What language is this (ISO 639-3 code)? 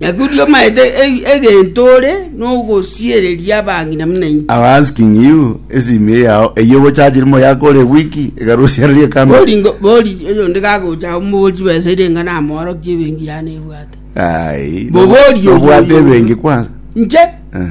guz